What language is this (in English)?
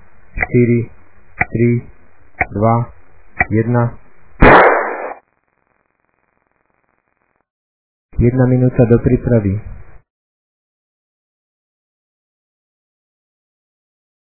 Slovak